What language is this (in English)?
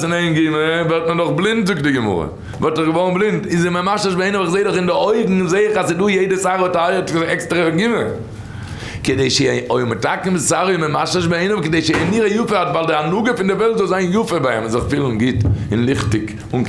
Yiddish